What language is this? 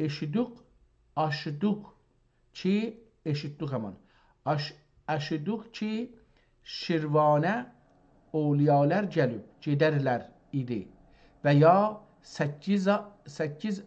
South Azerbaijani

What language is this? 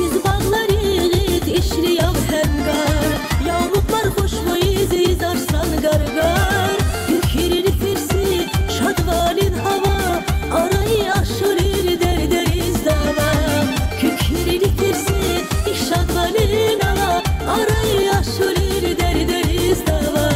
Tabassaran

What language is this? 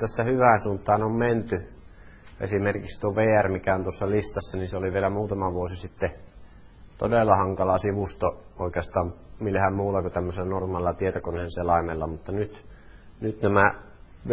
Finnish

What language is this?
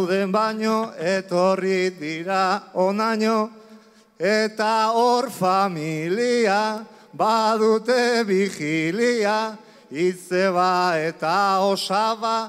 Basque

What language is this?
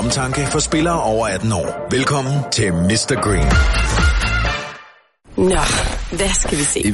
Danish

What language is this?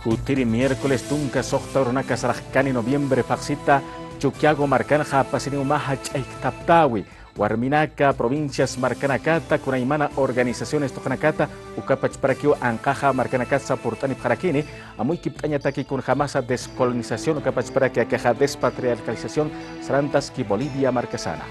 Aymara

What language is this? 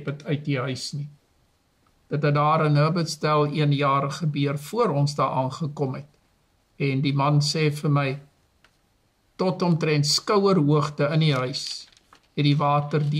Afrikaans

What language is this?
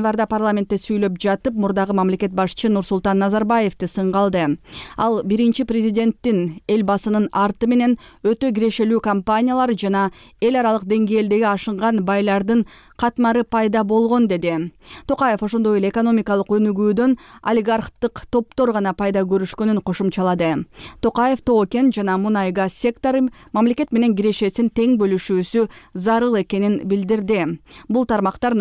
Kyrgyz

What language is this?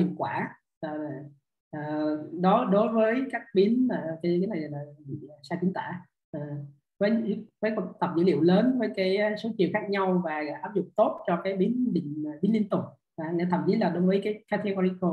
Vietnamese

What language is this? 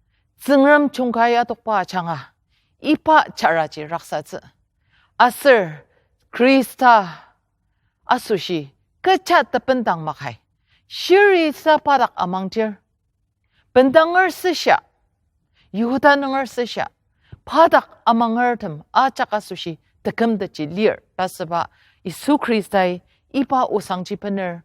Ao Naga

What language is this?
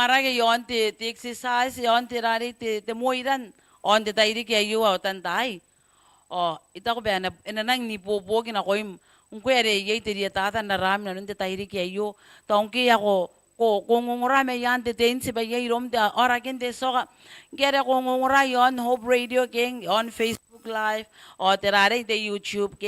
Gilbertese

